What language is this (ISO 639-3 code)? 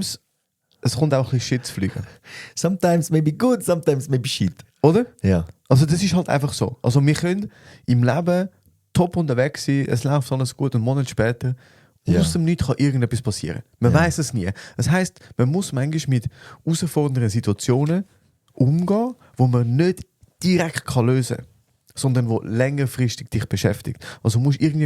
gsw